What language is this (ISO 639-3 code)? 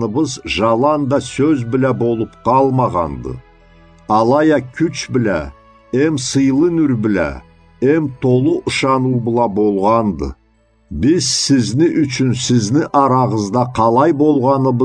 krc